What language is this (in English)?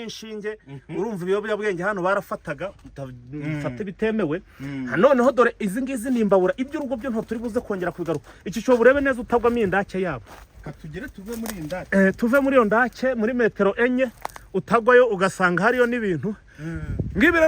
Kinyarwanda